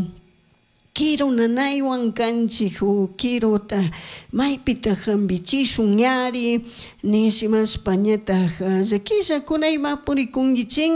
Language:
Chimborazo Highland Quichua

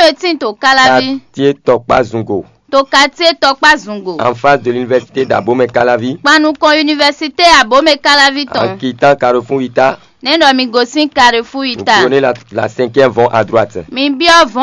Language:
Fon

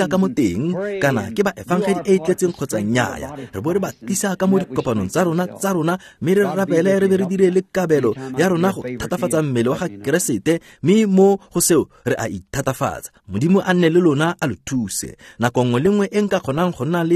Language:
Tswana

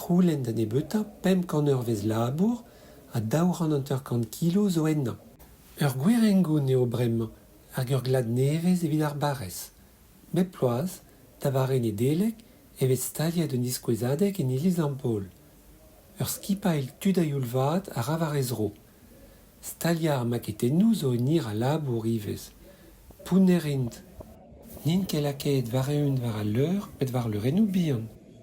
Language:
Breton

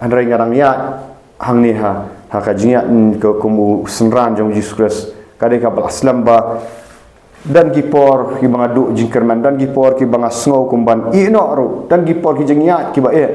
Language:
Khasi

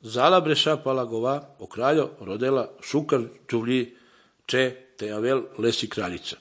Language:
Slovenian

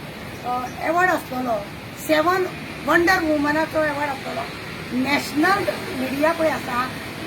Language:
Konkani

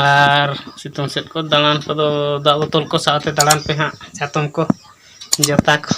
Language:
Santali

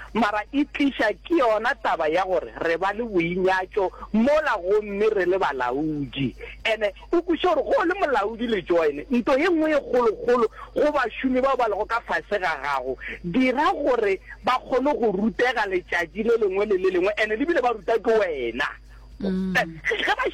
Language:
Northern Sotho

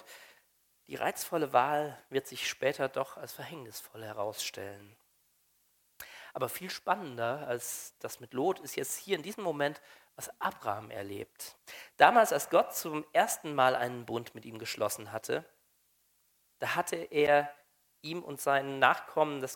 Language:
German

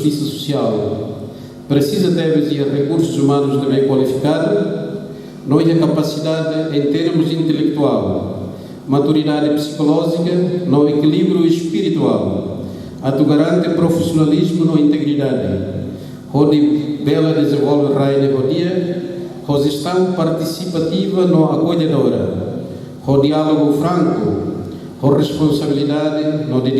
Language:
Tetum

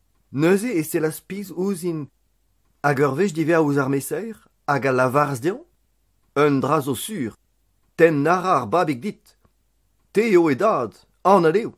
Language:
Breton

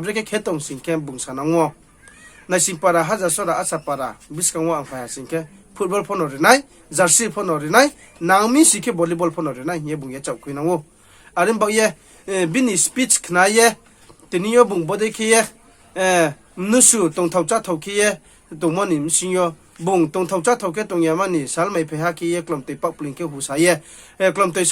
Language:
Riang (India)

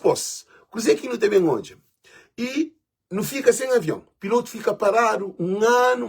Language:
Kabuverdianu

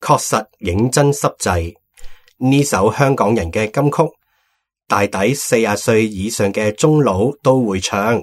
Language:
Cantonese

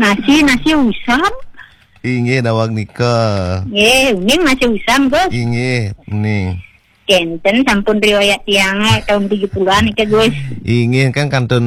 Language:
Balinese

